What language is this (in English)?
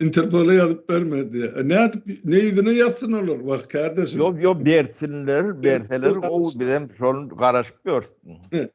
Turkmen